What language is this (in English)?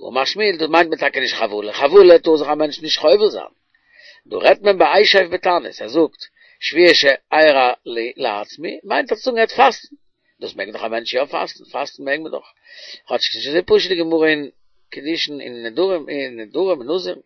Yiddish